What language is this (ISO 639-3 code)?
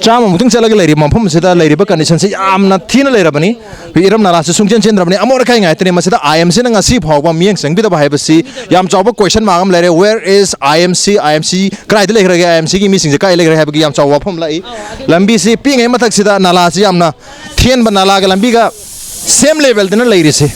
mni